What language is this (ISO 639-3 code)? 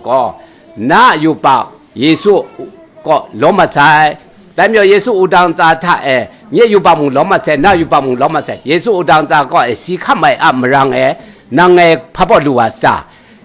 kac